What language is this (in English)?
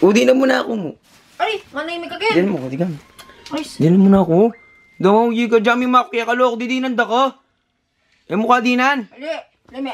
Pampanga